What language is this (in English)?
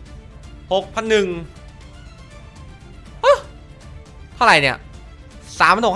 Thai